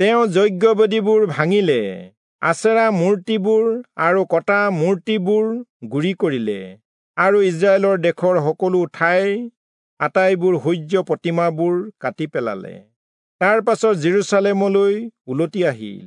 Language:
Assamese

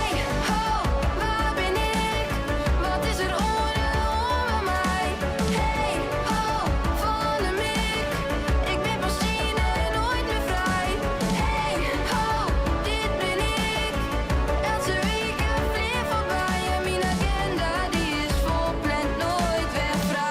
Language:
Western Frisian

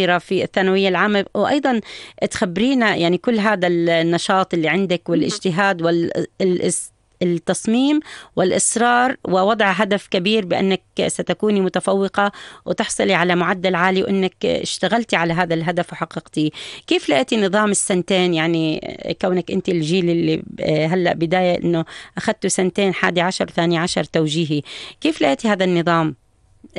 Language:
North Levantine Arabic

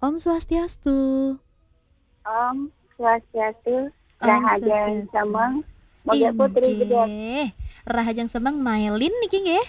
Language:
Balinese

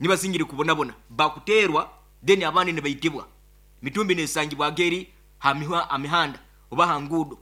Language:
Nyoro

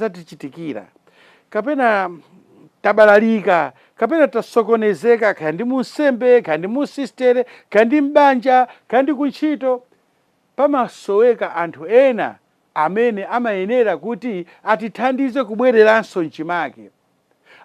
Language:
Nyanja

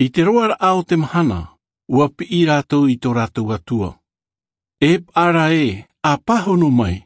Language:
Tahitian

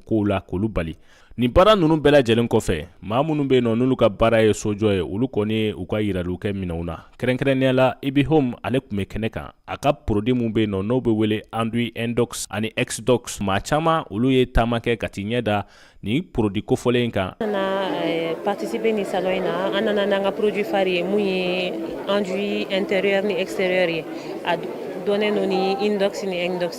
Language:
Bambara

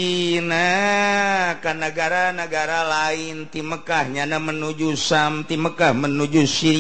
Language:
Sundanese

